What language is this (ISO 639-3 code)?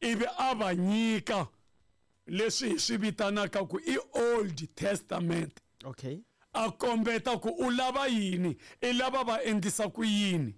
tso